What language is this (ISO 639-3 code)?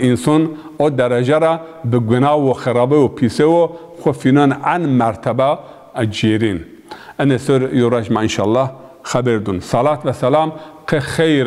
zza